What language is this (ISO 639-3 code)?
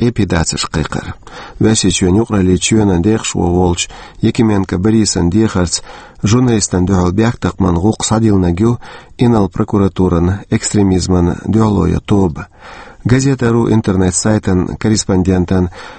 che